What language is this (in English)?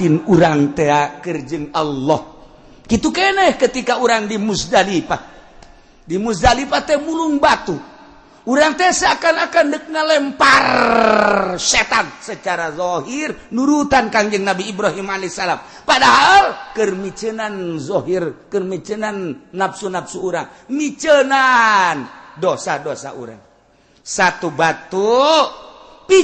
Sundanese